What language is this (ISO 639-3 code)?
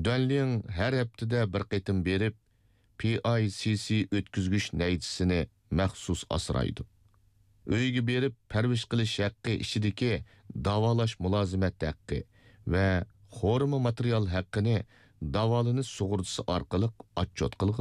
uig